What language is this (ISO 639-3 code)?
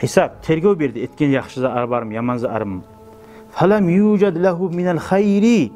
kum